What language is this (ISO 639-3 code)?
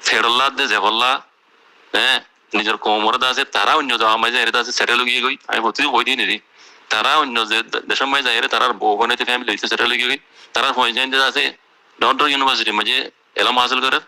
rhg